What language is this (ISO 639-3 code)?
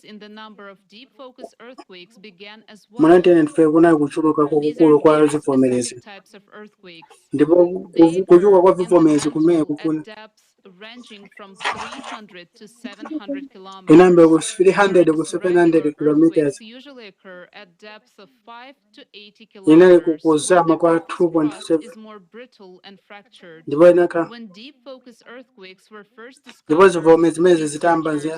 nya